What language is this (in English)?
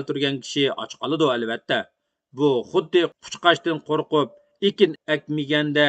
Uyghur